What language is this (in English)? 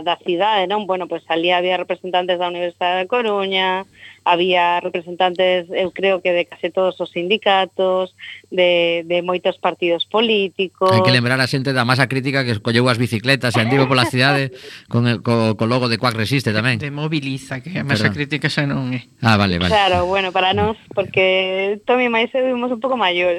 Galician